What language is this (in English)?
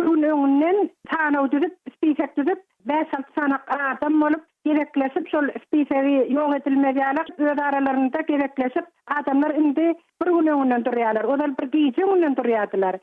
Turkmen